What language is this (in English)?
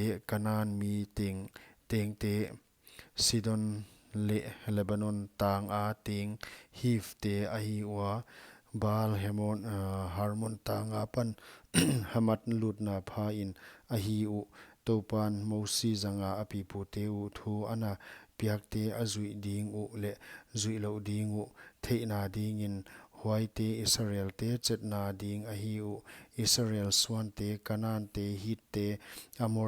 Paite Chin